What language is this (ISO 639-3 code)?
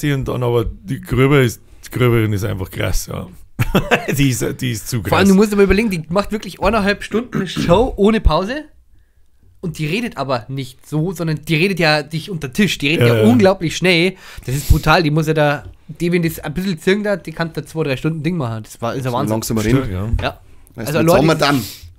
bar